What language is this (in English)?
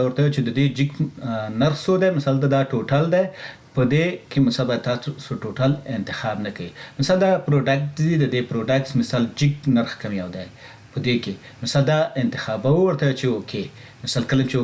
Pashto